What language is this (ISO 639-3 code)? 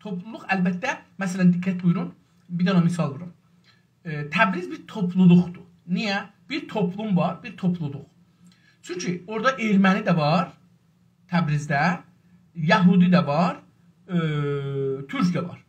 azb